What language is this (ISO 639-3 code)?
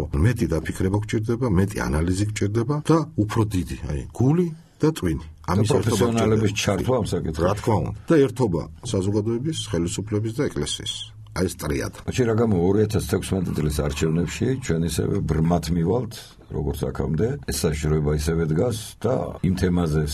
kat